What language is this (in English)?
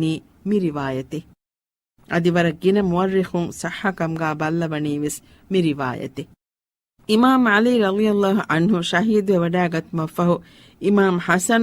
Divehi